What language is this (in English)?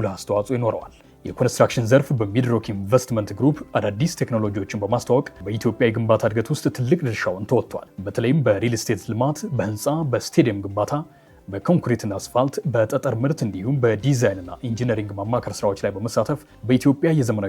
Amharic